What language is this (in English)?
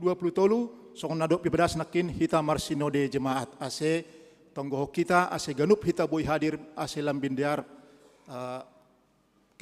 Batak Simalungun